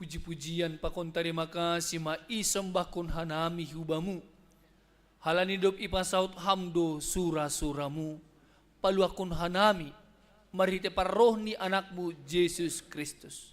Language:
Batak Simalungun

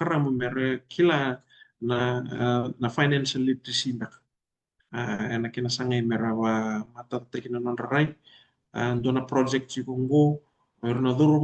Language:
Fijian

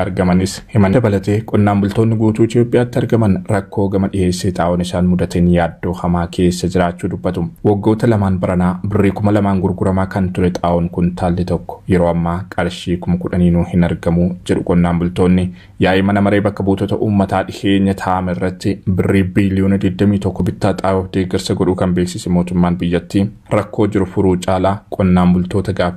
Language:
Oromo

